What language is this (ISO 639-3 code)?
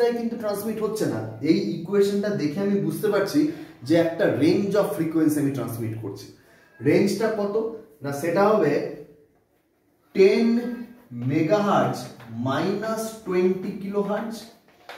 ben